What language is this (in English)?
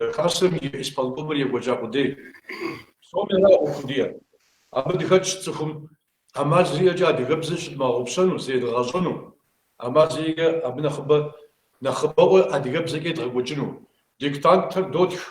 Kabardian